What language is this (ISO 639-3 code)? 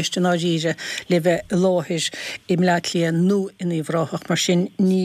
gle